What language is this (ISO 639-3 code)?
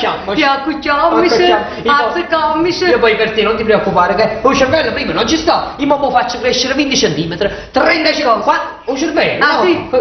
nap